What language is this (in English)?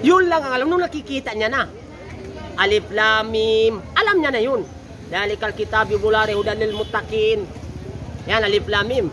Maranao